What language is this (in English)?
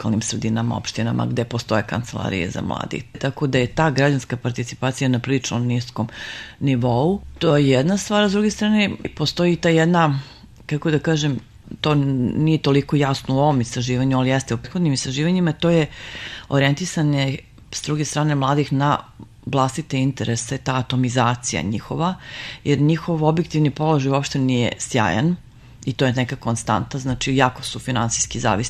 Serbian